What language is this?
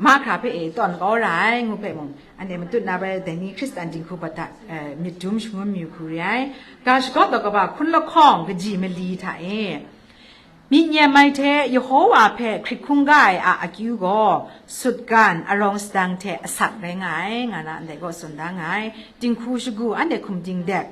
Kachin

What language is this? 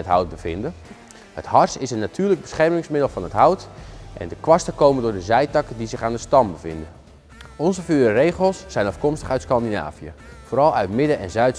Dutch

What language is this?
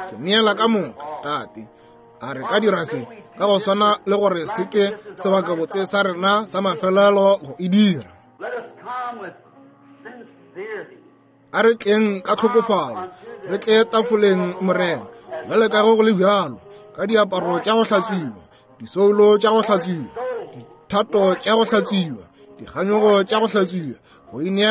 Northern Sotho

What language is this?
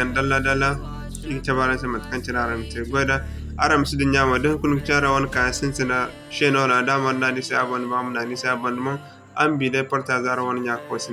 Zarma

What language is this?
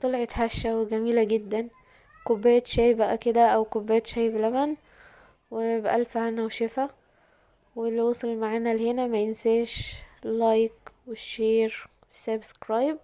Egyptian Arabic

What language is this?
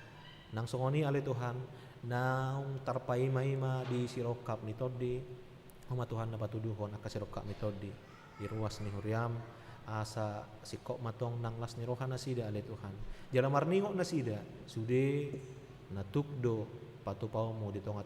Batak Toba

